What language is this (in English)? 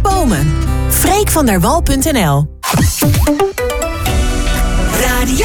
Dutch